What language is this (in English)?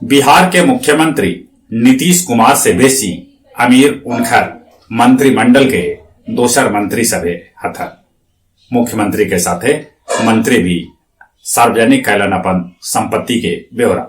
Magahi